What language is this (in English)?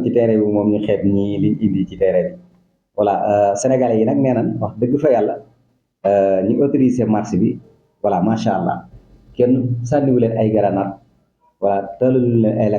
Wolof